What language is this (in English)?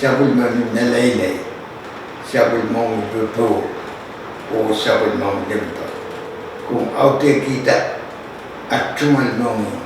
Pohnpeian